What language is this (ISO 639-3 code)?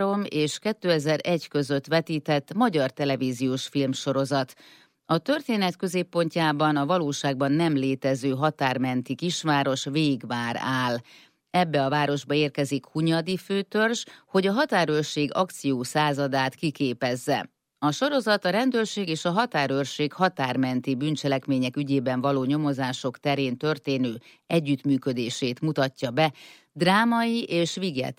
hun